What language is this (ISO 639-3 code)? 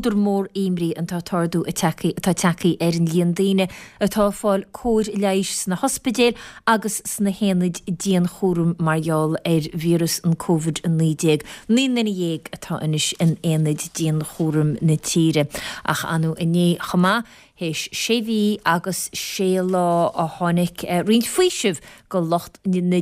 gle